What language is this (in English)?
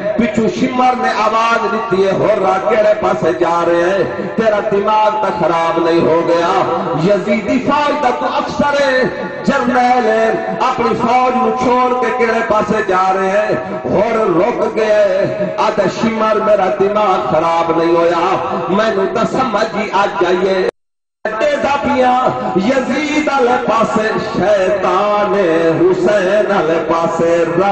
Saraiki